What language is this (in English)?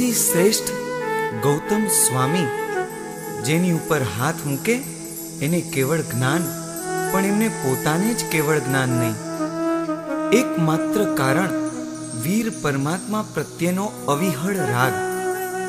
Gujarati